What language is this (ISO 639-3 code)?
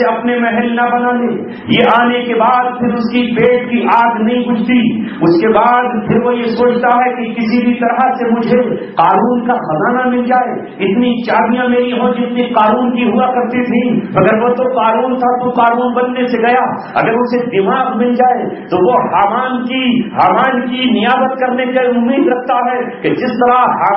urd